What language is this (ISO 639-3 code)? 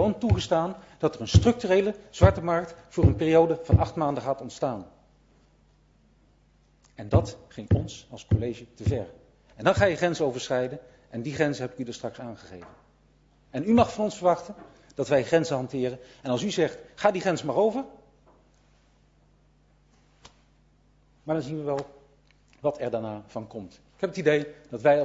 nld